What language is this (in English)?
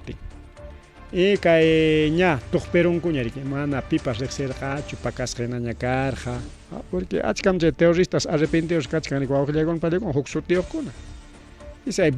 Ayacucho Quechua